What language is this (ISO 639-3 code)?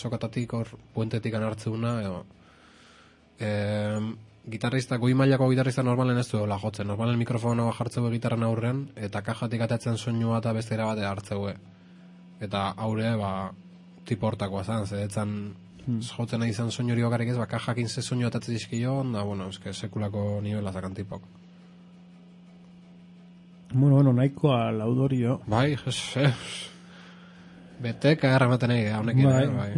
eus